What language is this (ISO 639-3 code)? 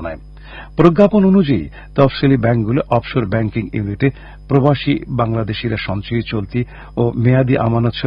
ben